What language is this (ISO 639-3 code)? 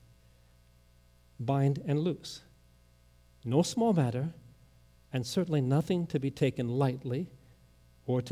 eng